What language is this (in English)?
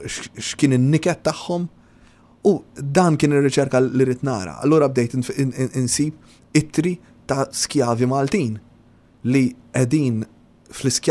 Maltese